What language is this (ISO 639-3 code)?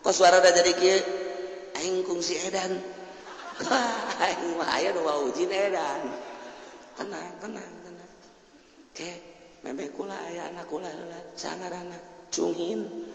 sun